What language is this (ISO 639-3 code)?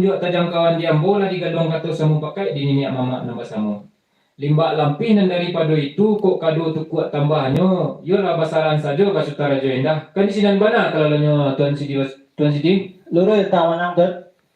min